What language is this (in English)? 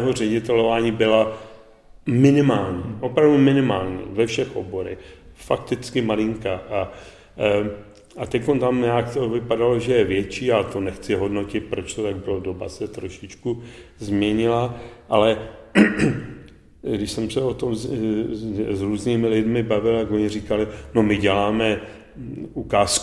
Czech